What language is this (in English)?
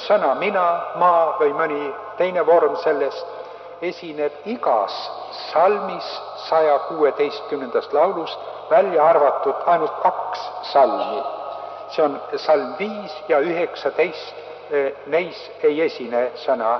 Estonian